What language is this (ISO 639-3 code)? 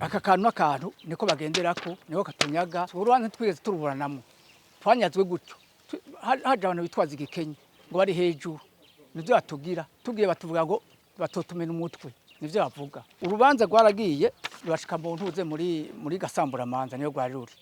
run